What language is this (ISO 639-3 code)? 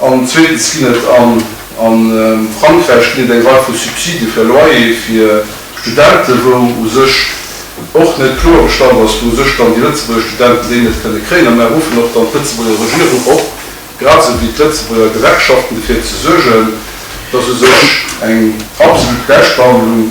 ltz